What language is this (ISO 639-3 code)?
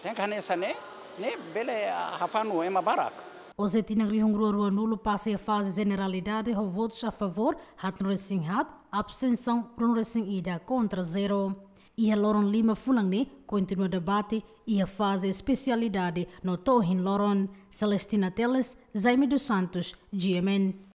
tet